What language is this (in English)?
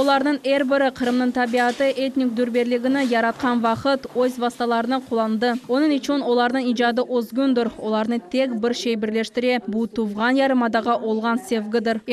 Crimean Tatar